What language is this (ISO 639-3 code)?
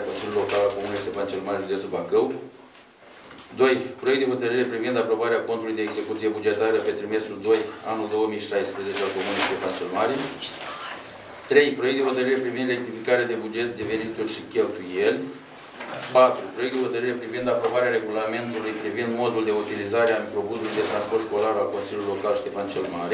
ron